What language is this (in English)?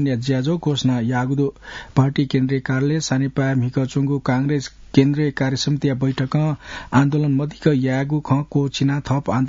Newari